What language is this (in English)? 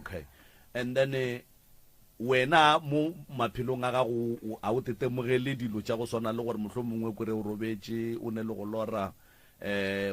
Northern Sotho